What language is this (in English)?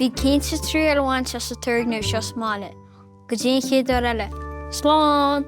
Irish